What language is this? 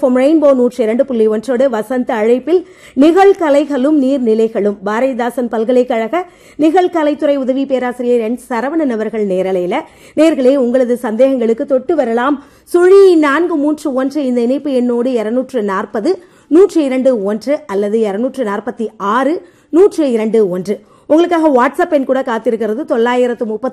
Tamil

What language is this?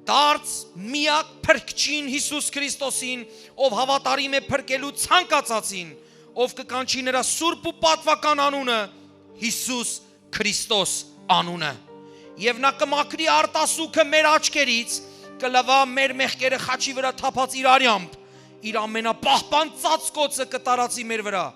Western Armenian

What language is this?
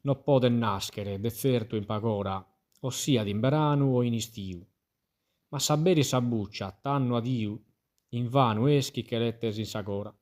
Sardinian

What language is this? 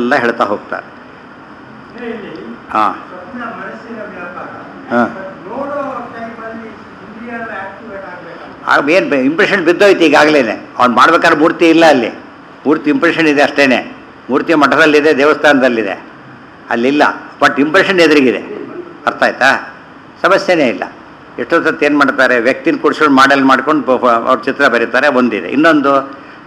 Kannada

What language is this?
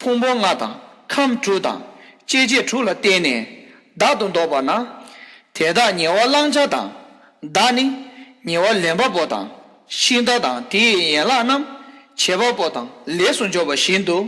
Tibetan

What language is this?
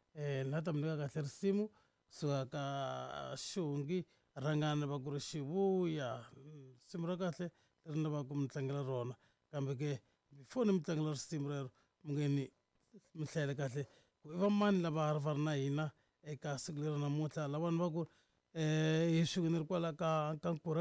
Tsonga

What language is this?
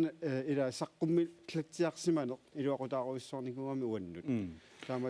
Kalaallisut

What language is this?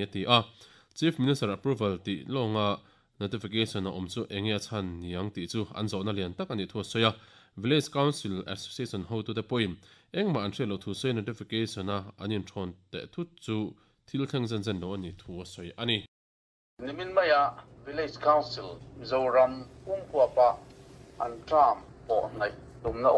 Mizo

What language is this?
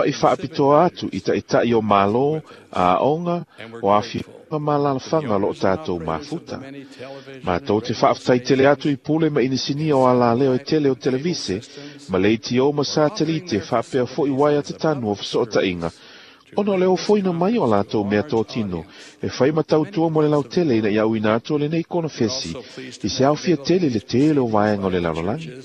Samoan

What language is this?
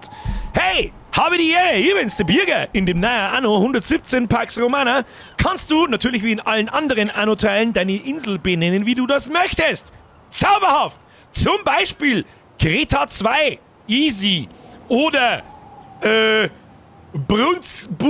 Bavarian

